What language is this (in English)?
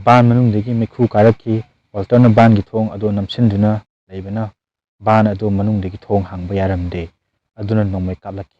Manipuri